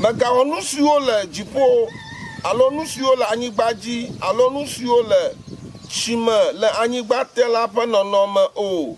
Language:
Ewe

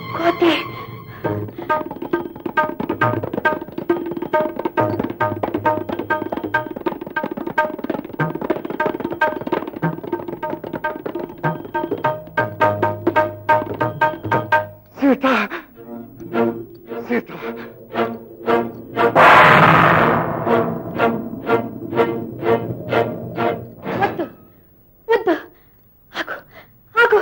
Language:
Telugu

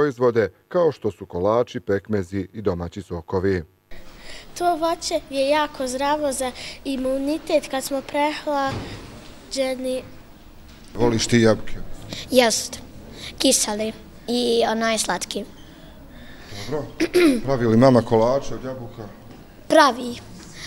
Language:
Bosnian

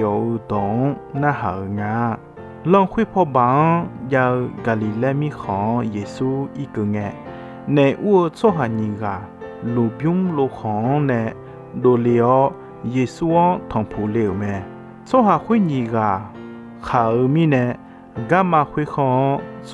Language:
Akha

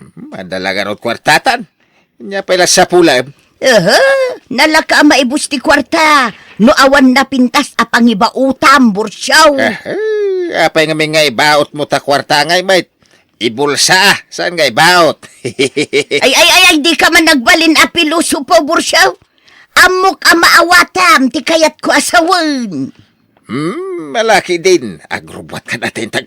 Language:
Iloko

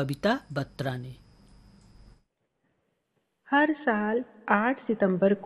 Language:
Hindi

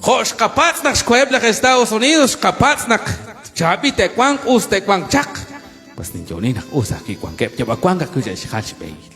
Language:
Kekchí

